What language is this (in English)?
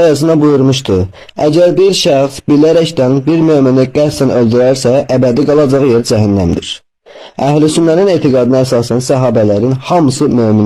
Azerbaijani